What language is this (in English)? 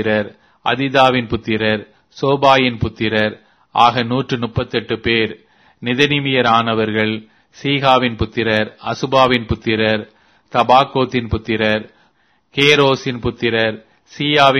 Tamil